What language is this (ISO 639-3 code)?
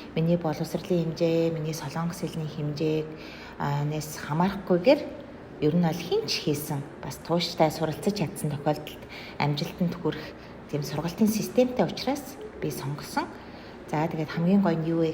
mon